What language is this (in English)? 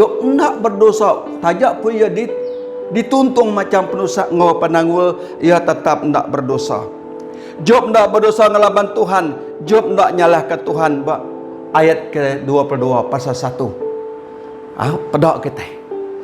Iban